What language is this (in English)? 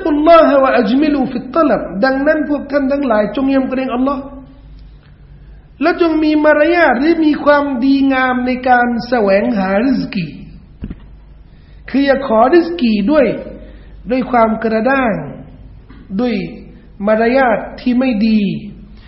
Thai